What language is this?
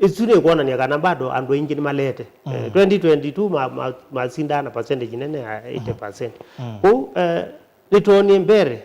Kamba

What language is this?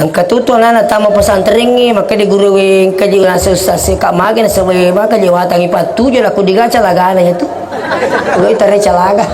Buginese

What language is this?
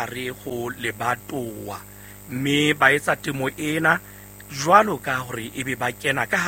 Southern Sotho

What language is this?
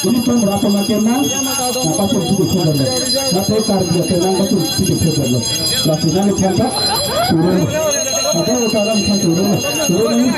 Karbi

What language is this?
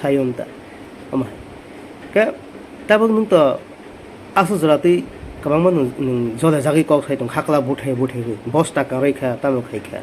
Kok Borok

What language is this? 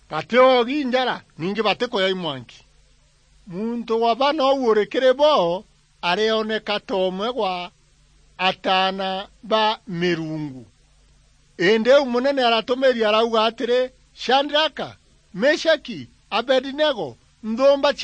Meru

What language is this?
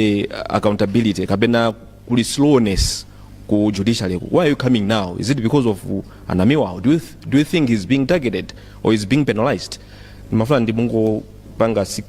Nyanja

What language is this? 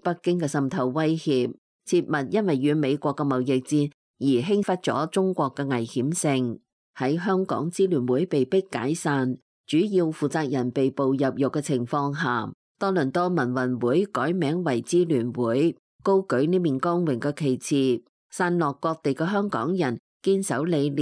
Cantonese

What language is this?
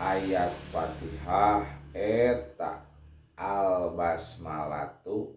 Sundanese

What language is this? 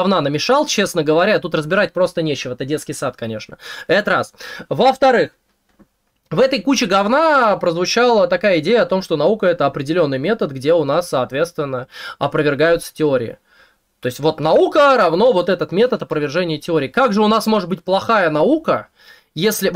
Russian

